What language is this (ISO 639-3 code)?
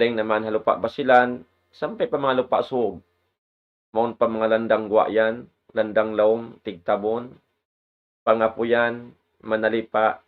tsg